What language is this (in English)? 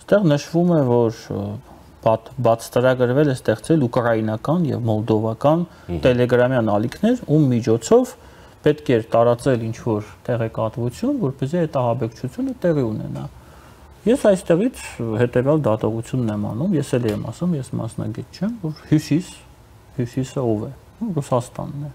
Armenian